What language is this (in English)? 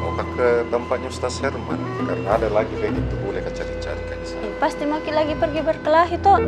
Makassar Malay